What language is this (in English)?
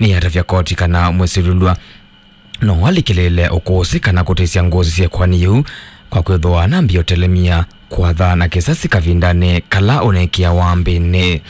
Kamba